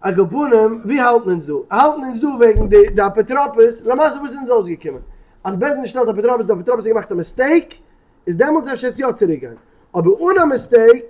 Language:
Yiddish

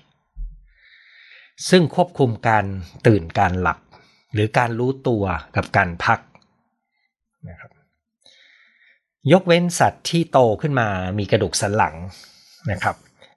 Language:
Thai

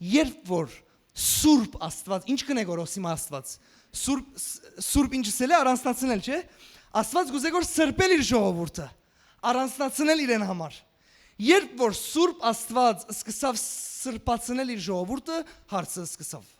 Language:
Western Armenian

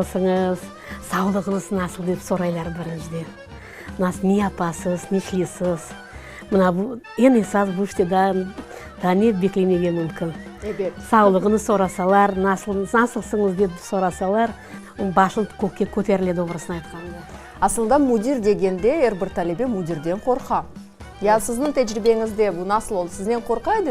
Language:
Crimean Tatar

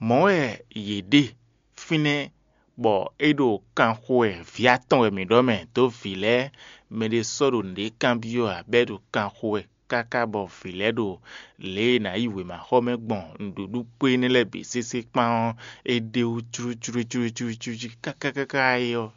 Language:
Fon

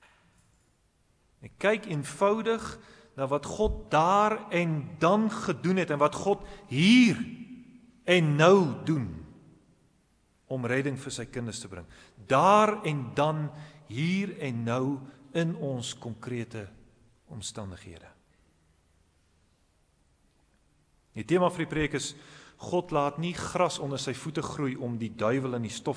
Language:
Afrikaans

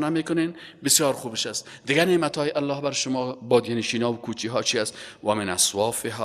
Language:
Persian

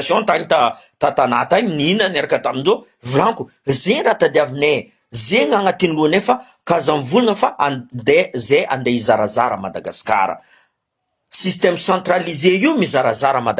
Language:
Malagasy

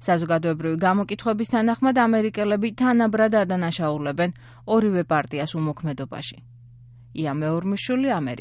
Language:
Georgian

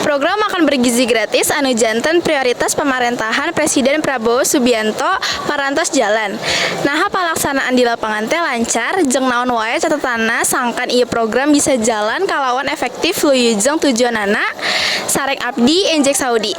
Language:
Sundanese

